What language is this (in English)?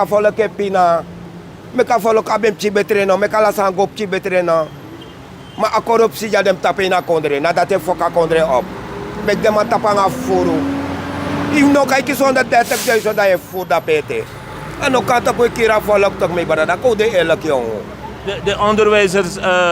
Sranan Tongo